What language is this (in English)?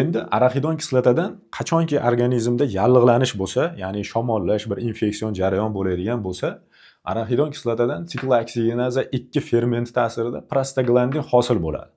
Uzbek